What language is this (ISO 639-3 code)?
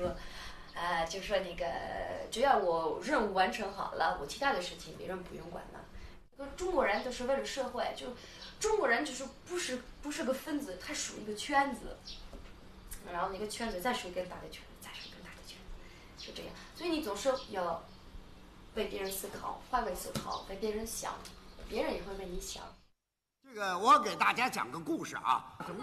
zho